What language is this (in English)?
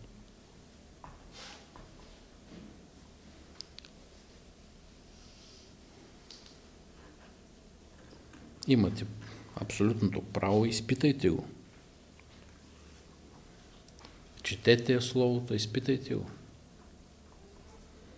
Bulgarian